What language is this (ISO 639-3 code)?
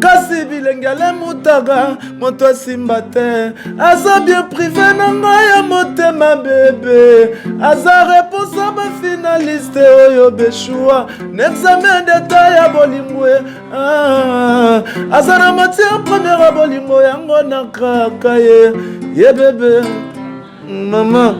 lin